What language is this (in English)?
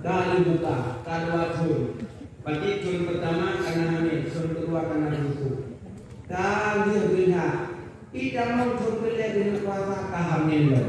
Achinese